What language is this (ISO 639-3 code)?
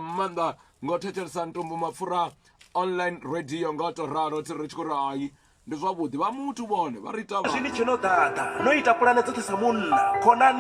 ven